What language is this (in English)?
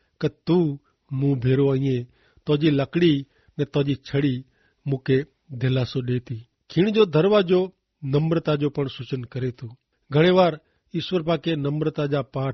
Kachhi